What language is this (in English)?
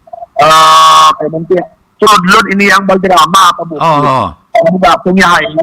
Hiligaynon